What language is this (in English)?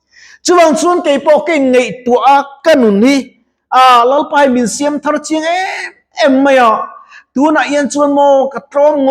Mizo